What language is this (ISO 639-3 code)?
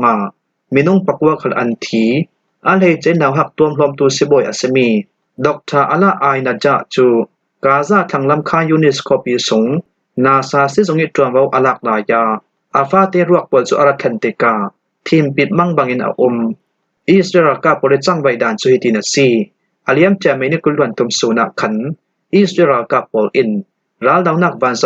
cfm